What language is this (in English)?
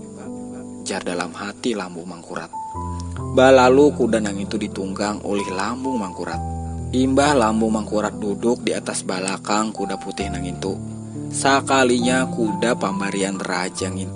Banjar